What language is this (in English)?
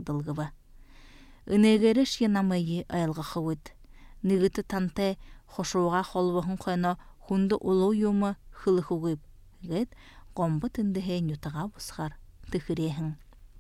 Buriat